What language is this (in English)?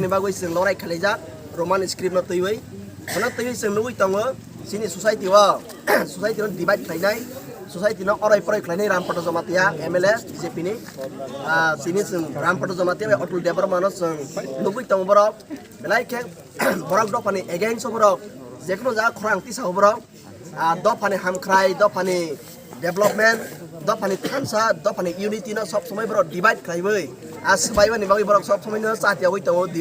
Kok Borok